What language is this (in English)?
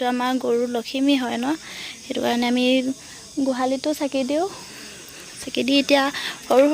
Assamese